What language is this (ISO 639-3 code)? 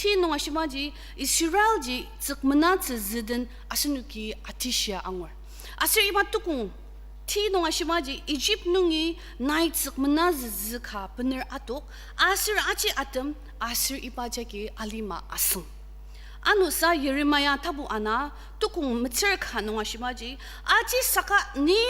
njo